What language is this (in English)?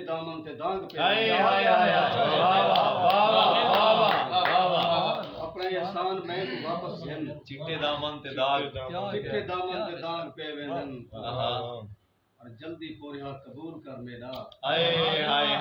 Saraiki